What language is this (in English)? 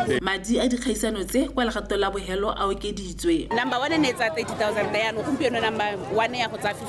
Tswana